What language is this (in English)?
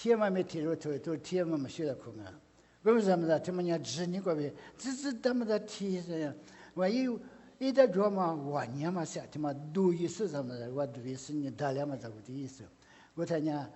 Lisu